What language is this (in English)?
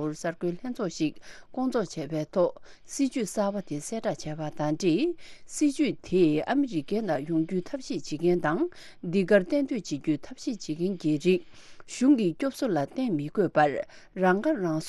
Tibetan